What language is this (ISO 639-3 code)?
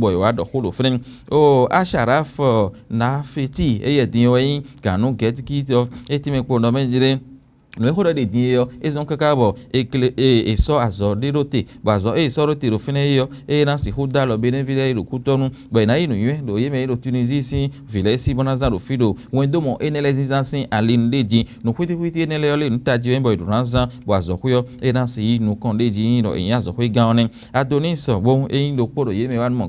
fon